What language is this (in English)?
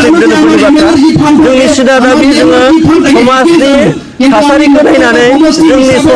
Bodo